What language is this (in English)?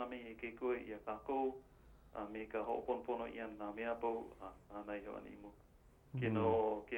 Hawaiian